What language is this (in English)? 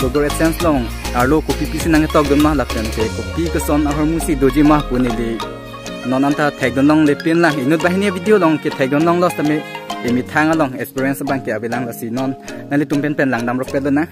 Karbi